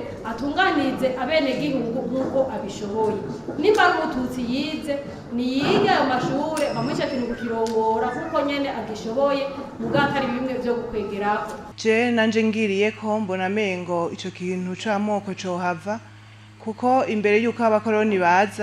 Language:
Rundi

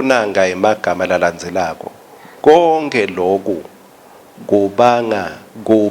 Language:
Swati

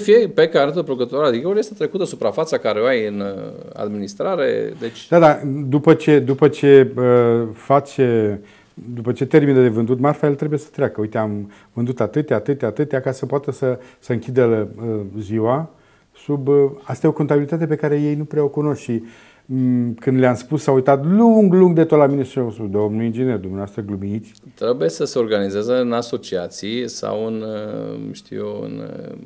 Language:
Romanian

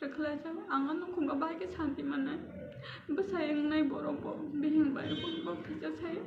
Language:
Kok Borok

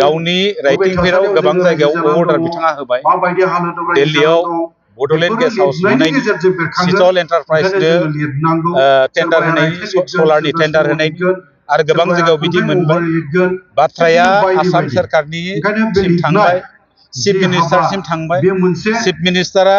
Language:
Bodo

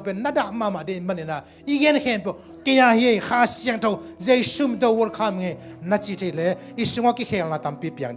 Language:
Tedim Chin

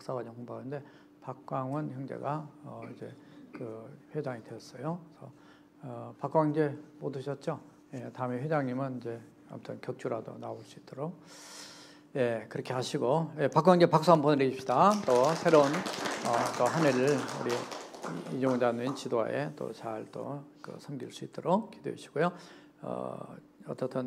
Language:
Korean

